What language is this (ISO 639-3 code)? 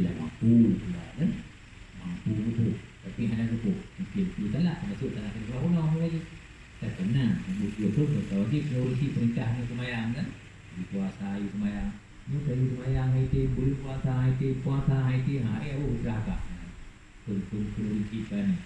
ace